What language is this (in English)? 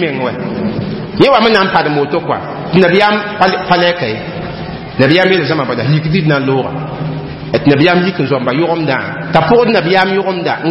Mossi